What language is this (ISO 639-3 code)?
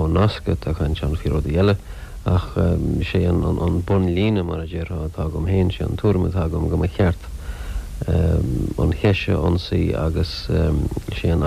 gle